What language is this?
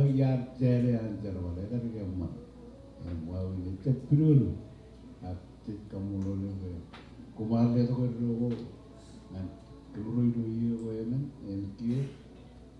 Marshallese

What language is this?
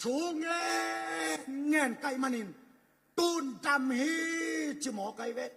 Tedim Chin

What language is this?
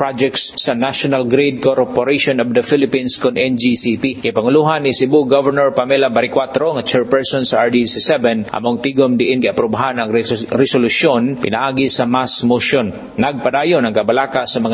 Cebuano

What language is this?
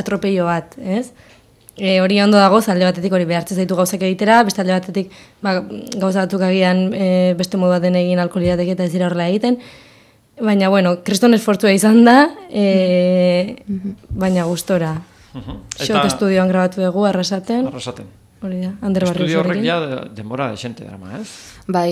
Basque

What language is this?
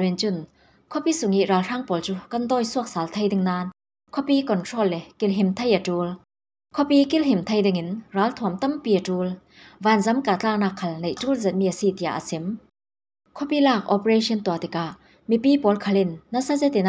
Falam Chin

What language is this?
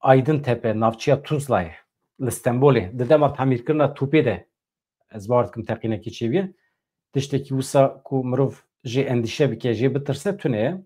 Kurdish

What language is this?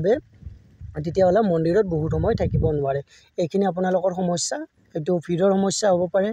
Assamese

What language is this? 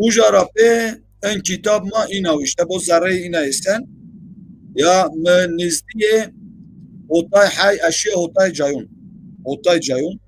Zaza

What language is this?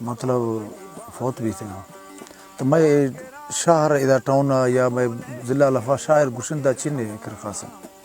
Baluchi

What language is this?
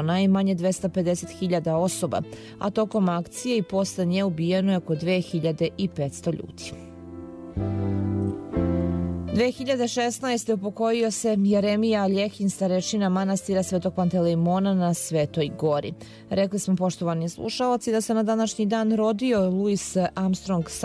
Serbian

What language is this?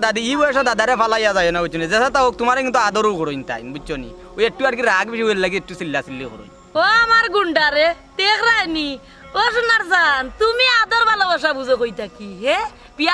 Sylheti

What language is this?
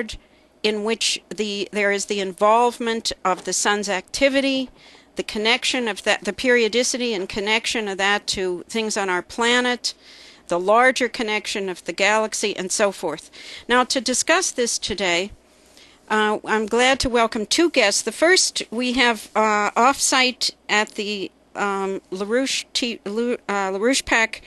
English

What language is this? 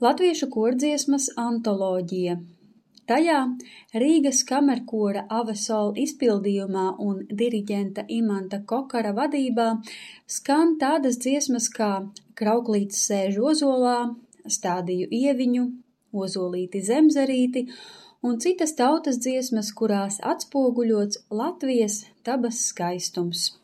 Latvian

